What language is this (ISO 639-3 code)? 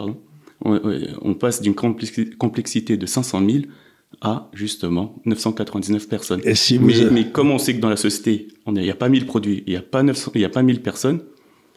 fra